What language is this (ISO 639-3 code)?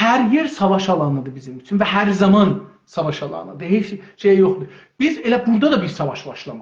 azb